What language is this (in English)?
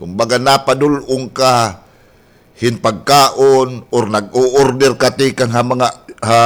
Waray